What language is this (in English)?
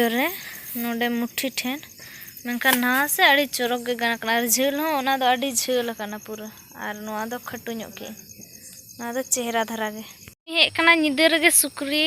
Santali